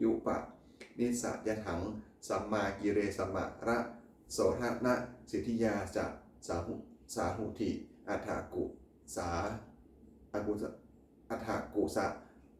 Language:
Pali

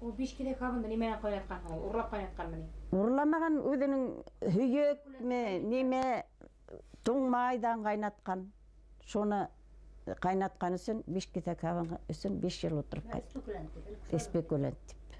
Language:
Bashkir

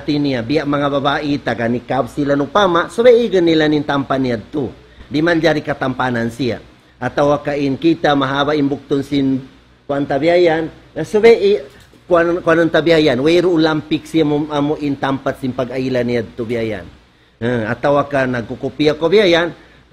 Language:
Tausug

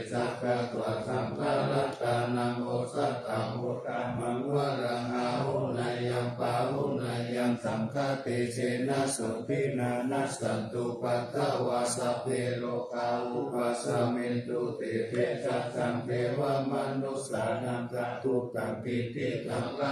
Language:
Pali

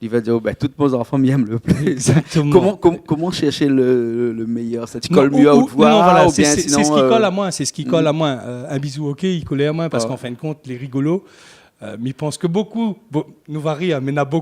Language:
Réunion Creole French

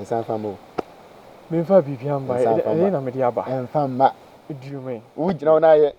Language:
Akan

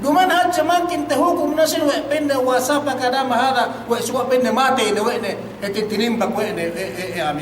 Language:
Yakan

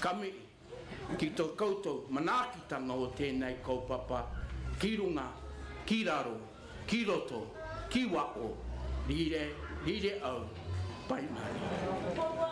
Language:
Māori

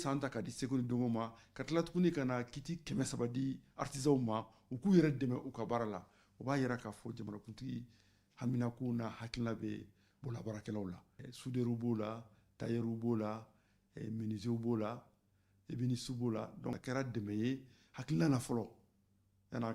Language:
Bambara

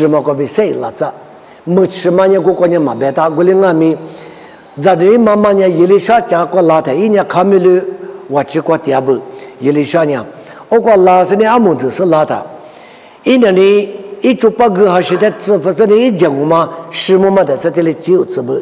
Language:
Lisu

